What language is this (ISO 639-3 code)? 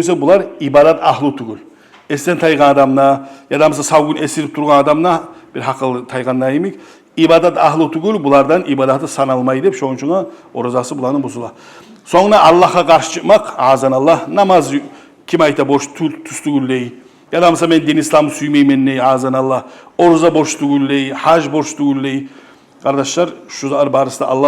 kum